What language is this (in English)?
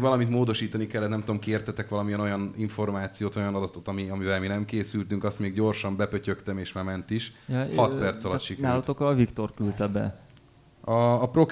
Hungarian